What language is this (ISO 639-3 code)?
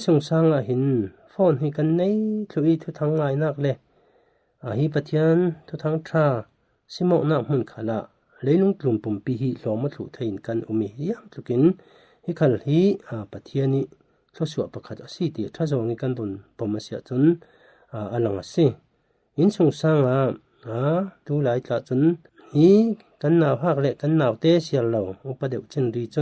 cfm